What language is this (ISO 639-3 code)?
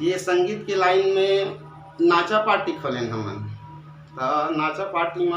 hne